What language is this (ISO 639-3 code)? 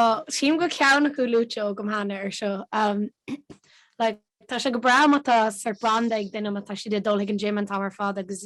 gle